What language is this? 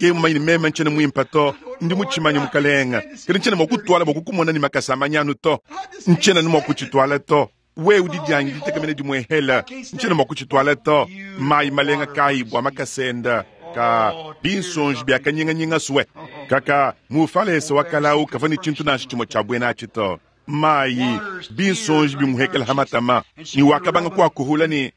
Luba-Lulua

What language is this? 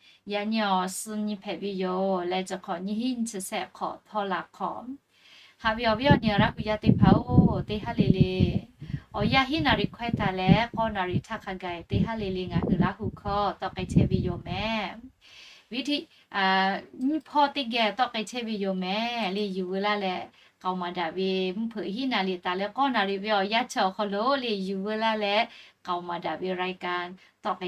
Lahu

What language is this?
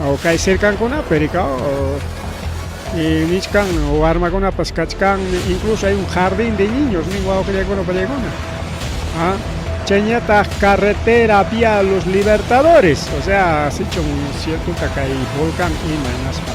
Ayacucho Quechua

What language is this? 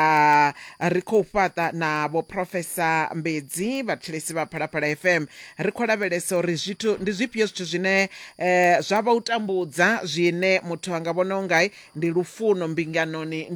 Venda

